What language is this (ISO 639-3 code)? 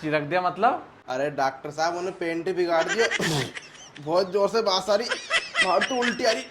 raj